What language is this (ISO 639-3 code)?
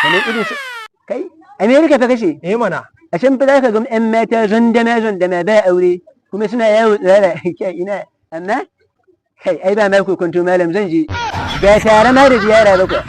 hau